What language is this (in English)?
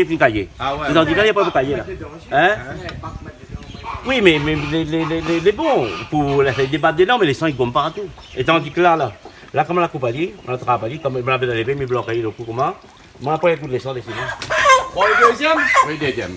Réunion Creole French